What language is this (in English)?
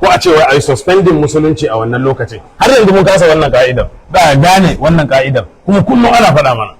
Hausa